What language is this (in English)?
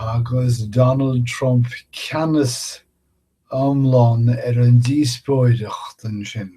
Irish